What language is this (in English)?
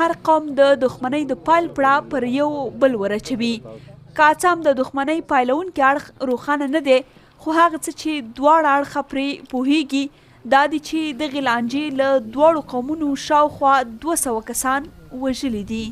Pashto